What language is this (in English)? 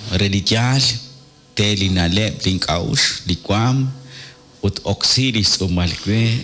Kekchí